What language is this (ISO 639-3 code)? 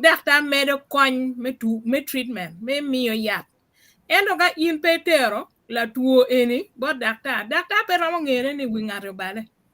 ach